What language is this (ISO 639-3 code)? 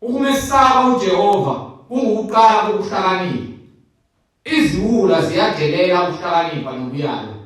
zul